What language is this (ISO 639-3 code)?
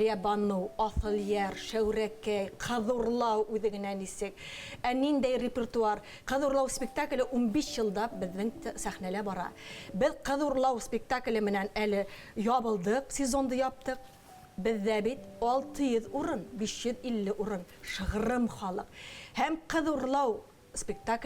bak